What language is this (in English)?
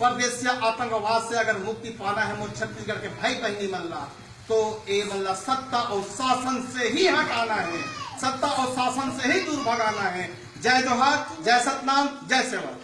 Chhattisgarhi